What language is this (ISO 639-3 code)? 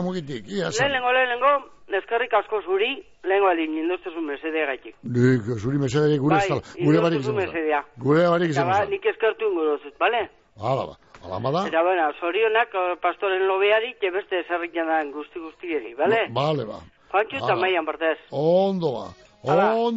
eus